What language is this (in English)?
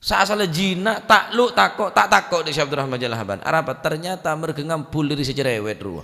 Madurese